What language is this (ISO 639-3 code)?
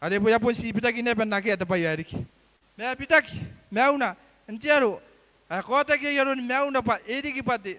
gil